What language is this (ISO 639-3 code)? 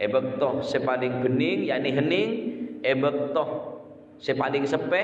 mad